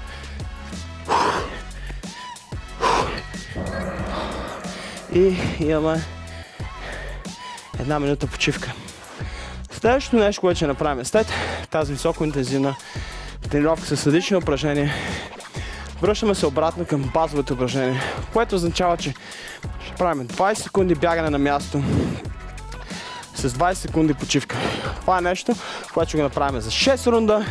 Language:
Bulgarian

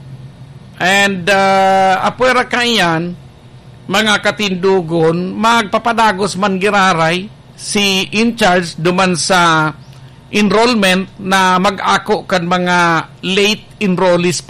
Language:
Bikol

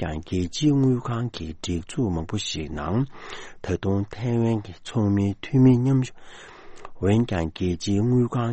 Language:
Tibetan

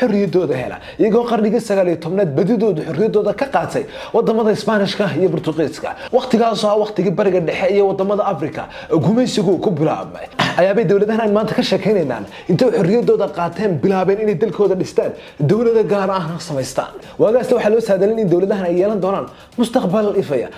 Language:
Somali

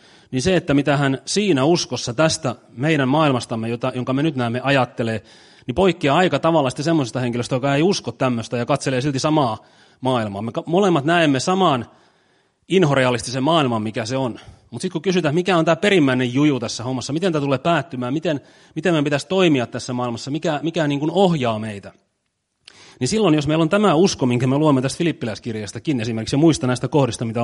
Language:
Finnish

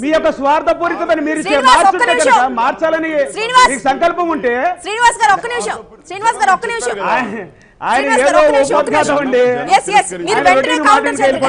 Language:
Telugu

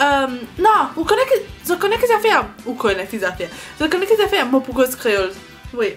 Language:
Morisyen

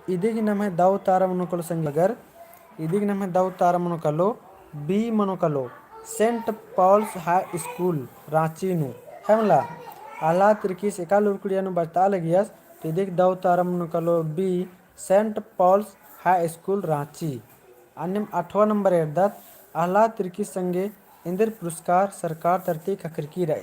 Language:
Kurukh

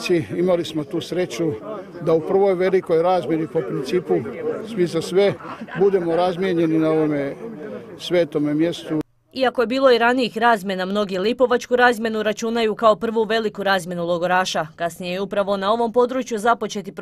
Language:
Croatian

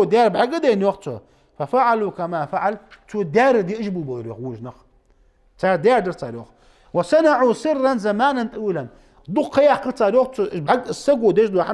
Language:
Ingush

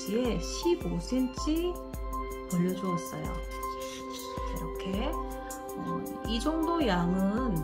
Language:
Korean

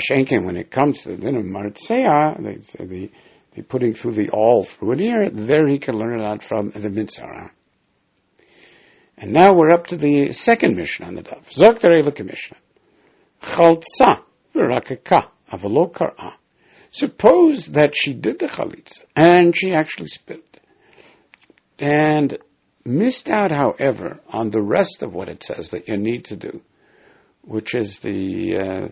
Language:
English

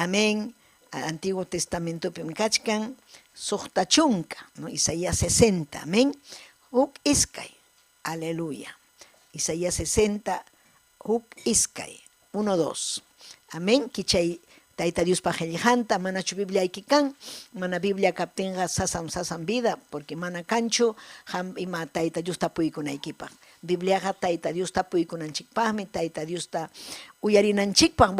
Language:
Ayacucho Quechua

